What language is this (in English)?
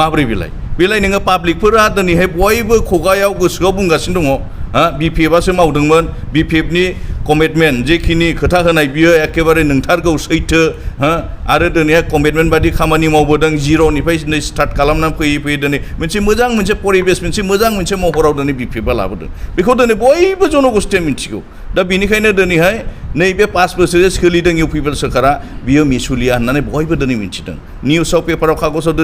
Bodo